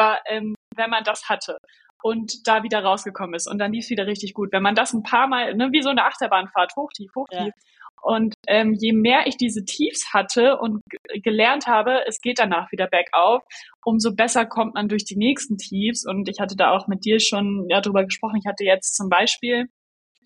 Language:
German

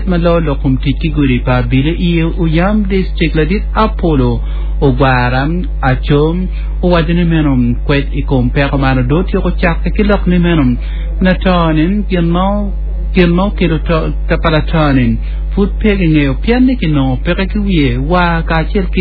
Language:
Acoli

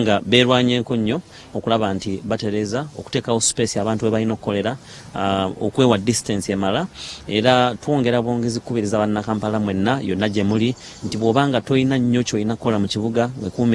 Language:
Ganda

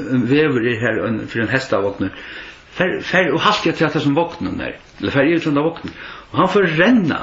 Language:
Faroese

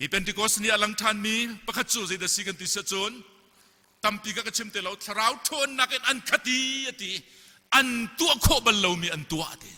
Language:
Hakha Chin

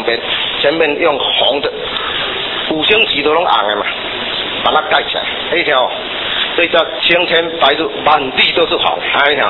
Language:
Chinese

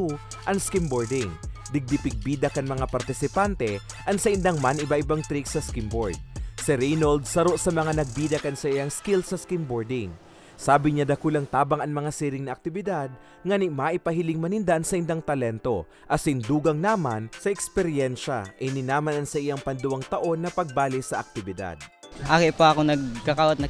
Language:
Bikol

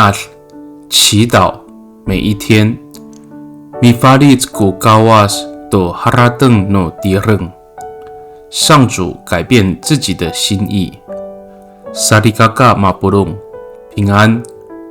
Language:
Amis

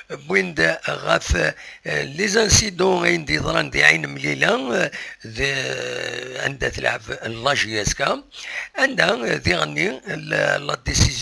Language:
Kabyle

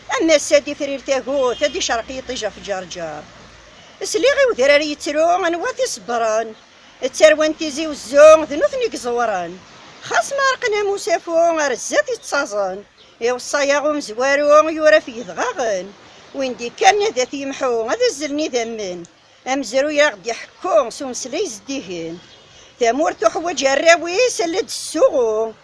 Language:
Kabyle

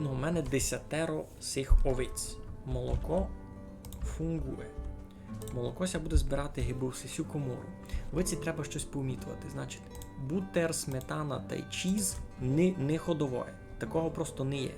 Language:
Rusyn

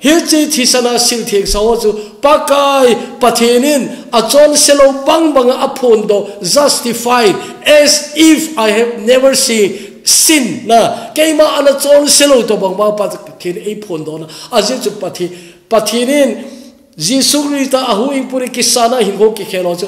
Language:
Thado Chin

